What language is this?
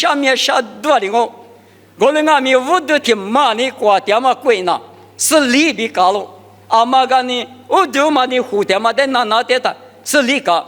Lisu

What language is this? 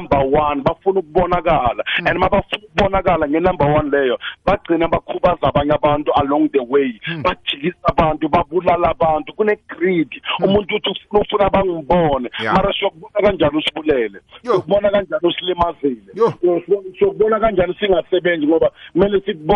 South Ndebele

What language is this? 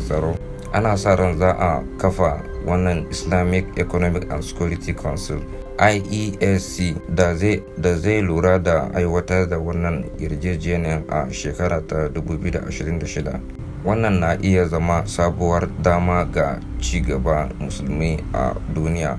Hausa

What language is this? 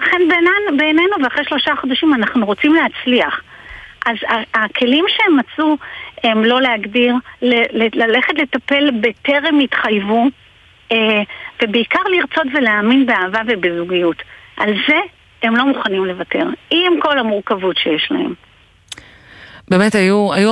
Hebrew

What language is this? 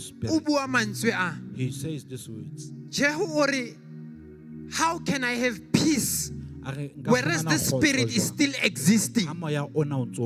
Southern Sotho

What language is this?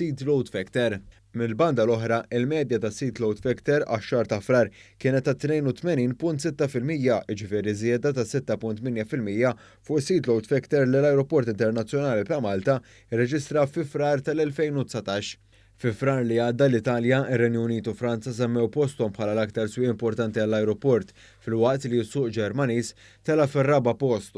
Maltese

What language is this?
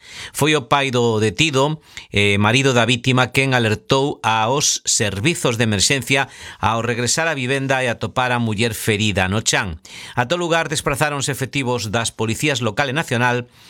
Galician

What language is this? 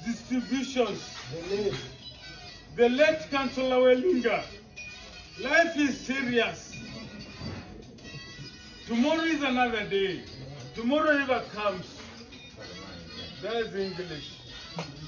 Swahili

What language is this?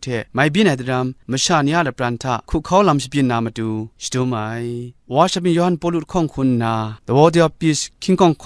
Kachin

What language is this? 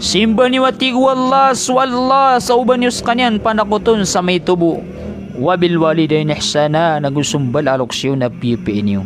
Maranao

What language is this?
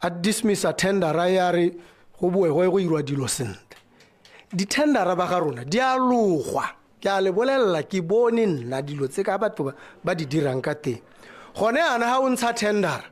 Tswana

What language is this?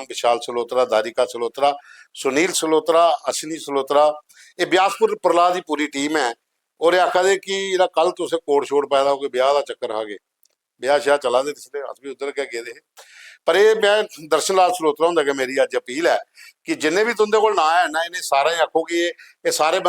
Dogri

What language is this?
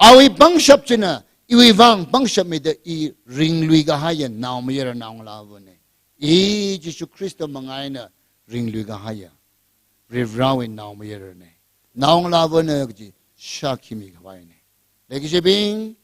Tangkhul Naga (India)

